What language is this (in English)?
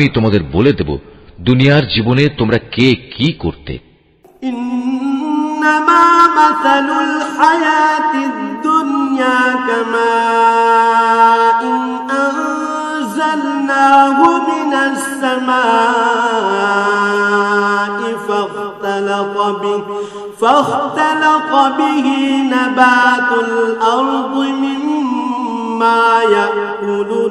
Bangla